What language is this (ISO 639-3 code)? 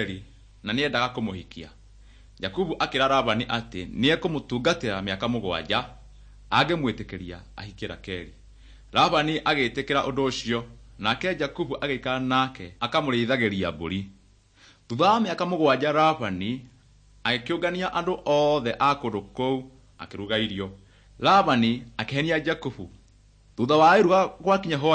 kik